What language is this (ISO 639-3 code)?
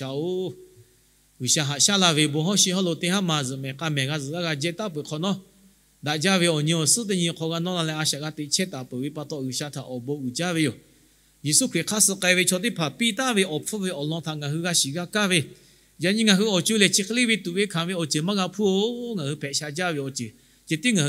lhu